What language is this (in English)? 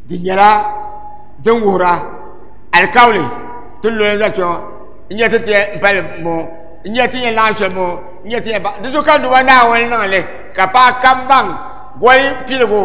Dagbani